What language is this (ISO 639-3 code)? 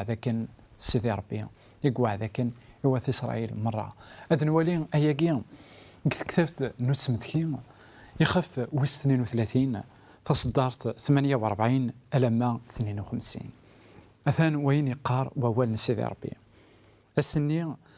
kab